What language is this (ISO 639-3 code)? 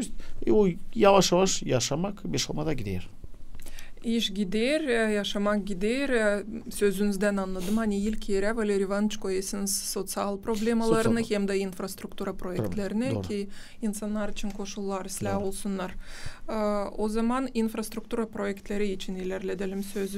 gag